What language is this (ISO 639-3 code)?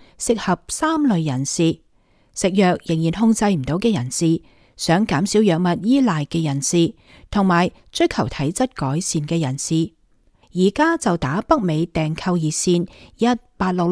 yue